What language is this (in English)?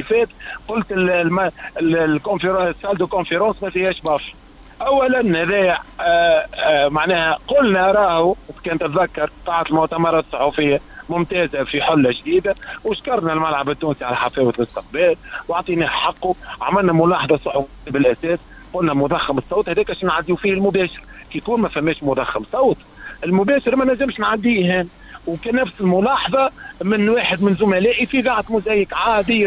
Tunisian Arabic